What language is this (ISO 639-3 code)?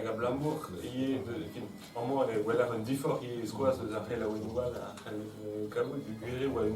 bre